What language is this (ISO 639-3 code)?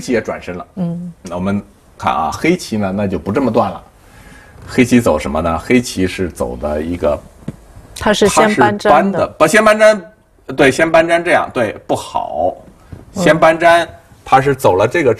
zho